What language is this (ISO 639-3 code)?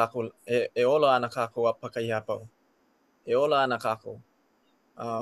haw